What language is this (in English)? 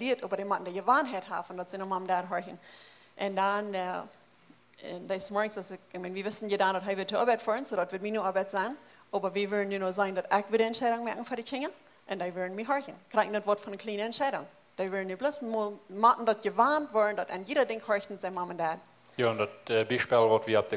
Plautdietsch